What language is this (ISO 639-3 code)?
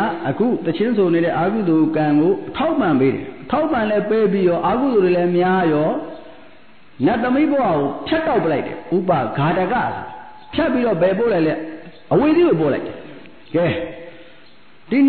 mya